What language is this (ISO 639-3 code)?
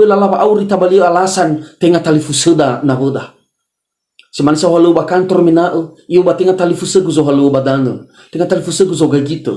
nia